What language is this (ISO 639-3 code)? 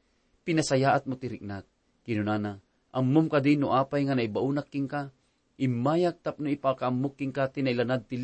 ilo